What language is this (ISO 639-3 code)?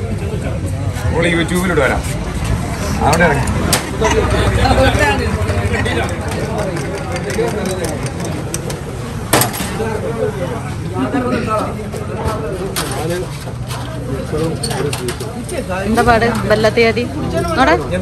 mal